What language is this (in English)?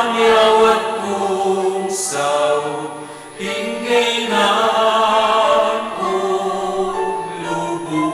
Pampanga